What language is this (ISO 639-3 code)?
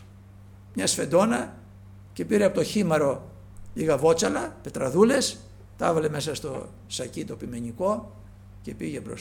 ell